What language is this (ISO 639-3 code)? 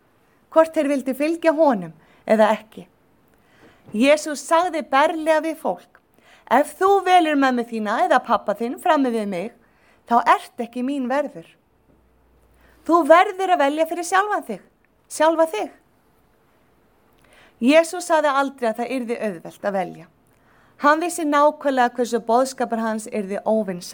isl